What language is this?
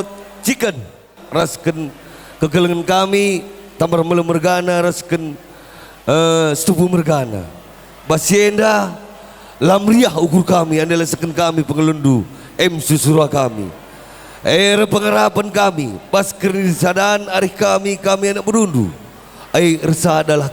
Batak Karo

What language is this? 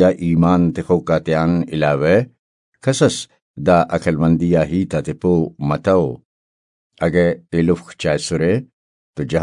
Brahui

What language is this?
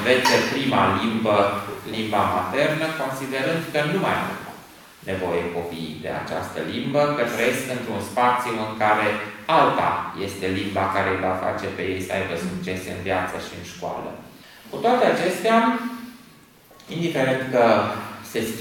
Romanian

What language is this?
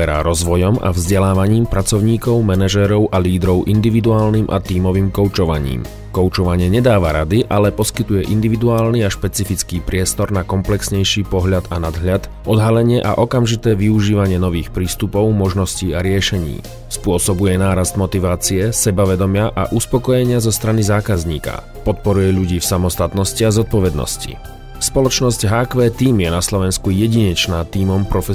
Slovak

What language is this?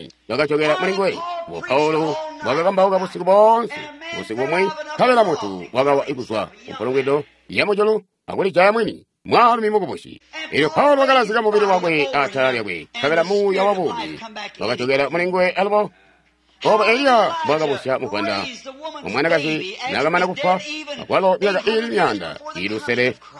Tonga (Zambia)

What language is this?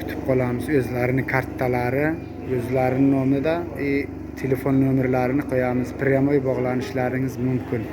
Uzbek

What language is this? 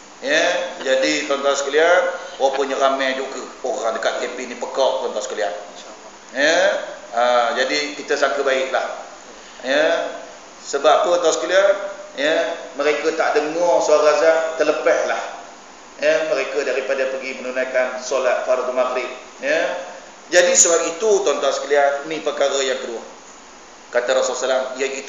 Malay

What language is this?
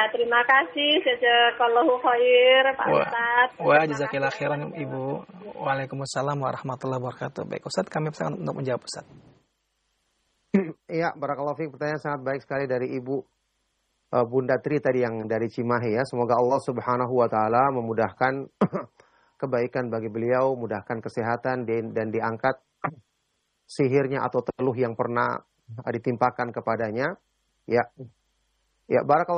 Indonesian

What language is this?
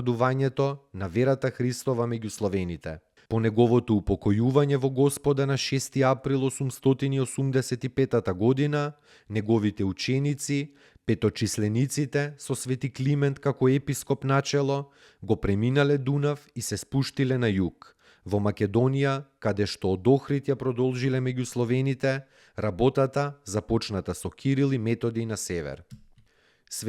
Macedonian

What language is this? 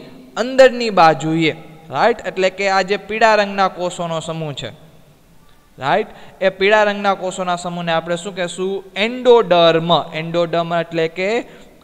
Gujarati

